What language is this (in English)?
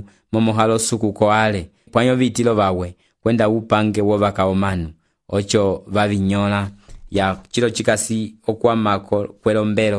Umbundu